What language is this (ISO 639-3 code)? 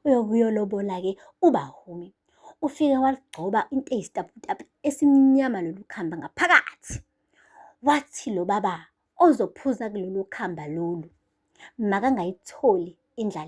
zul